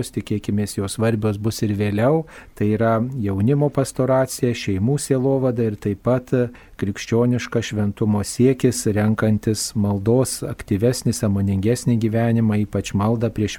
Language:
Lithuanian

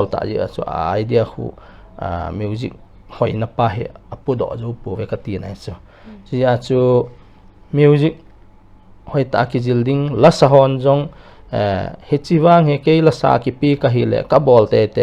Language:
Paite Chin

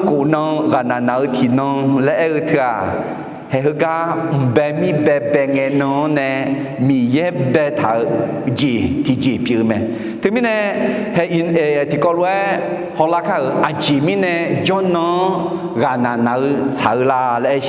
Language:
Akha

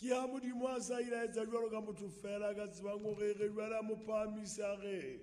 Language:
Southern Sotho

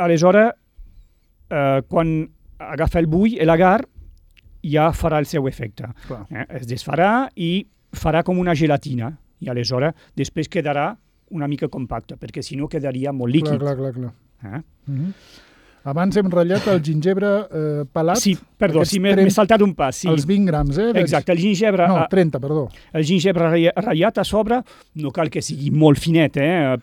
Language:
Catalan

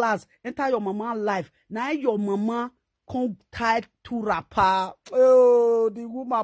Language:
Nigerian Pidgin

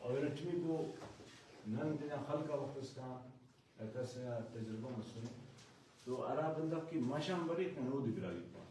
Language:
Brahui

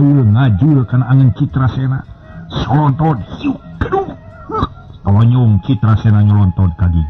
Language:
Sundanese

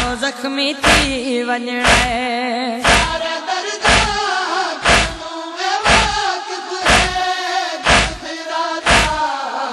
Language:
Saraiki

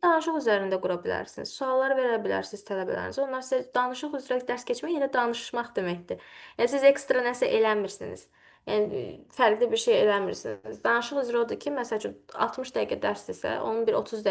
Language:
Azerbaijani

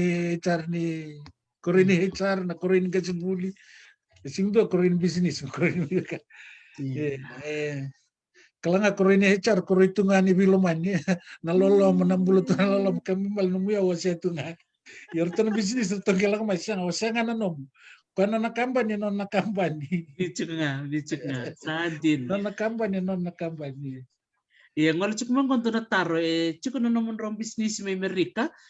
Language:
Fijian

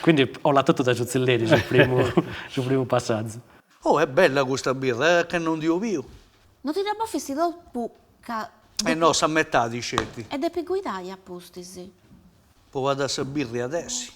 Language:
Sardinian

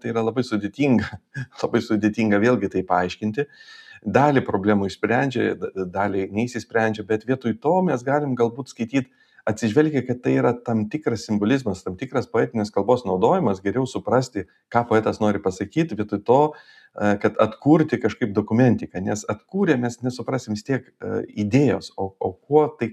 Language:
Lithuanian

